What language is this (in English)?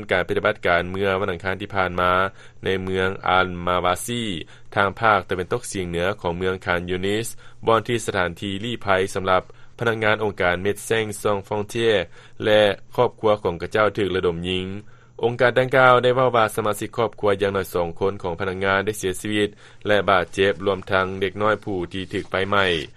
Lao